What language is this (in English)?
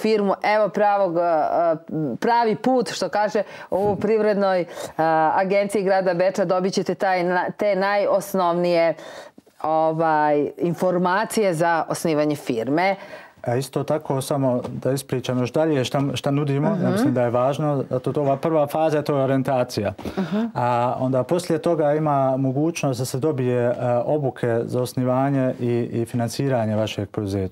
Bosnian